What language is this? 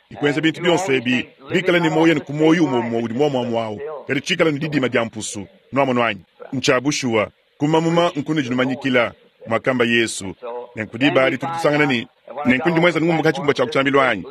Luba-Lulua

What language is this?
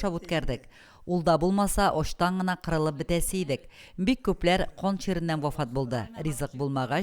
Tatar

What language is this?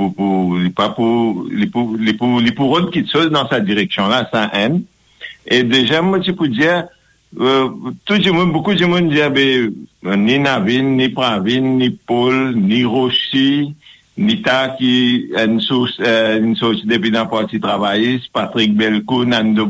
Morisyen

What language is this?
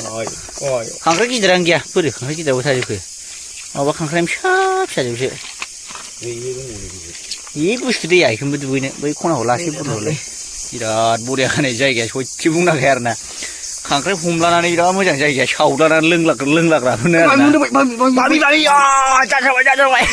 Bodo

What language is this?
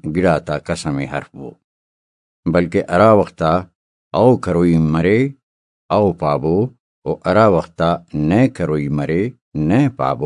Brahui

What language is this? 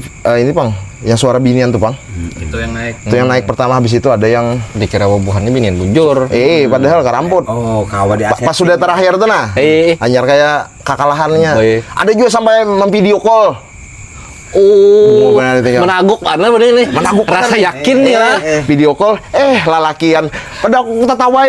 Banjar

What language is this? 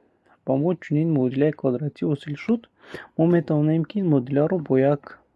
Tajik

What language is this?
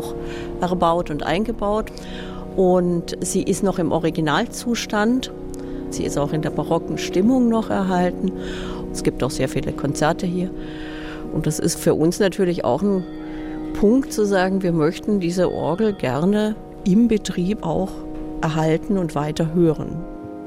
German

